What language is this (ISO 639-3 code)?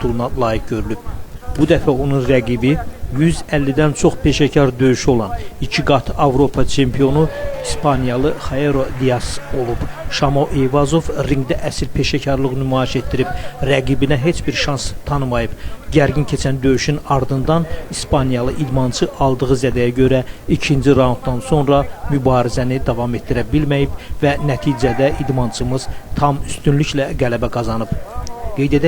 aze